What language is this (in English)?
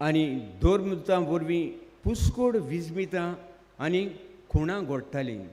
Konkani